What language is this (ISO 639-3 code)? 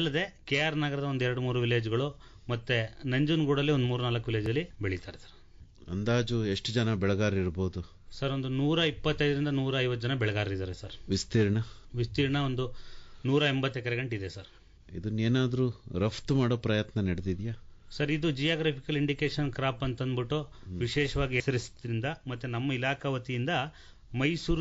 kan